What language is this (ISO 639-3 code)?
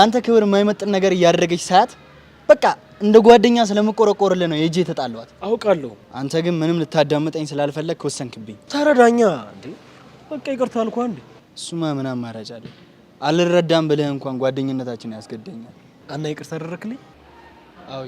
amh